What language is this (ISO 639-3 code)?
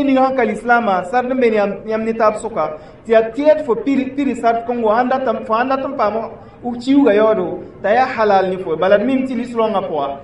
mos